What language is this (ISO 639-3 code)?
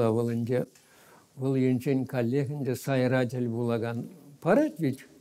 chv